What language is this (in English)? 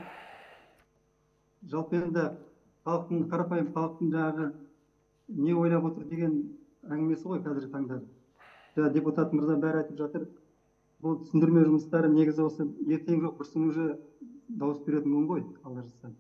Kazakh